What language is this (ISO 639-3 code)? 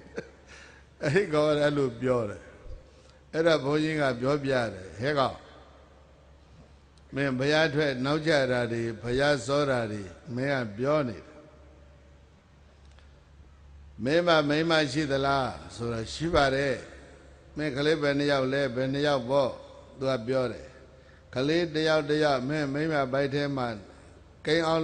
mya